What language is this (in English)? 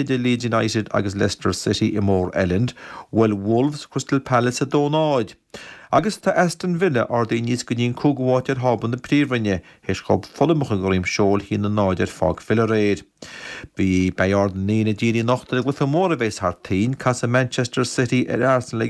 Irish